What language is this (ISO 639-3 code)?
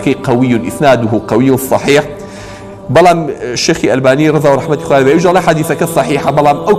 ckb